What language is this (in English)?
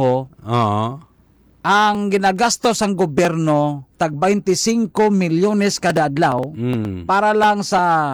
Hiligaynon